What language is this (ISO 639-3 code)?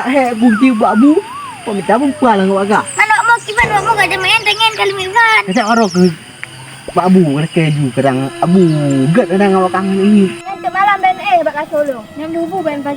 ace